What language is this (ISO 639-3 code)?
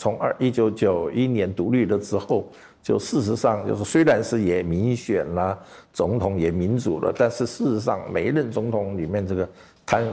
zho